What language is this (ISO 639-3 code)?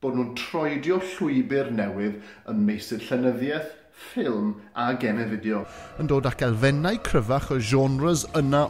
cym